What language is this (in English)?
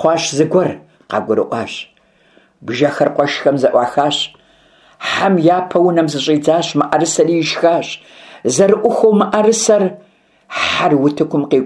Kabardian